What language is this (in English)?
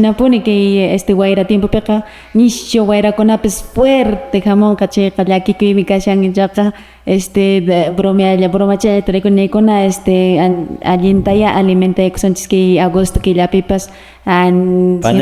Quechua